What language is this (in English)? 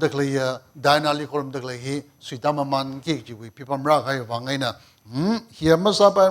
Tangkhul Naga (India)